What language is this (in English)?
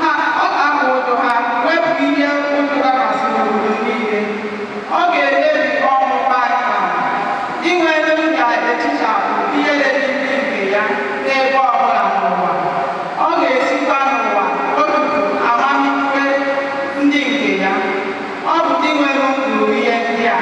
Igbo